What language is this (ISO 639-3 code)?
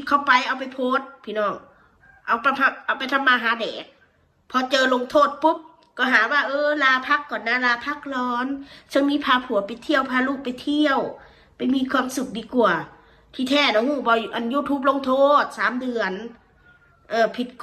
tts